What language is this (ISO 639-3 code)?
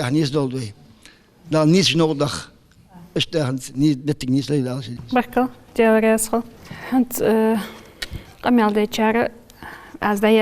inh